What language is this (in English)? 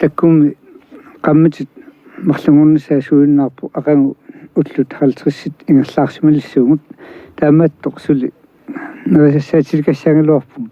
Kalaallisut